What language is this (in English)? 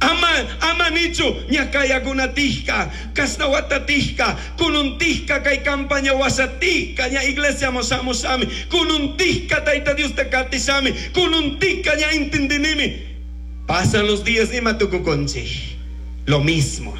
Chimborazo Highland Quichua